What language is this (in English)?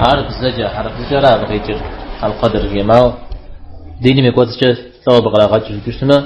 Kabardian